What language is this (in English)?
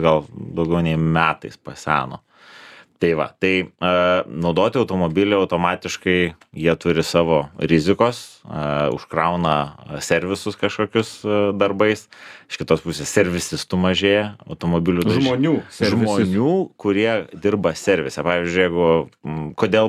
Lithuanian